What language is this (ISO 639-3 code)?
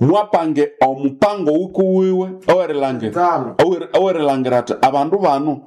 nnb